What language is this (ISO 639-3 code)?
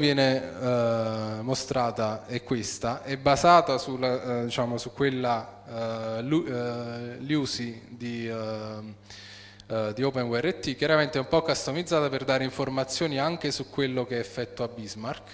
ita